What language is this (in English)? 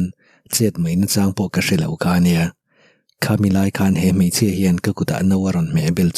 Mizo